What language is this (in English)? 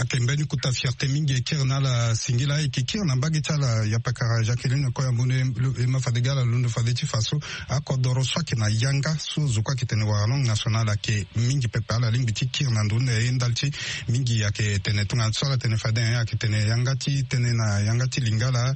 Sango